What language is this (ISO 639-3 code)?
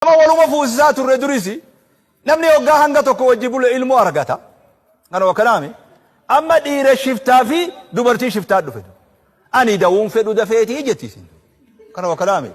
orm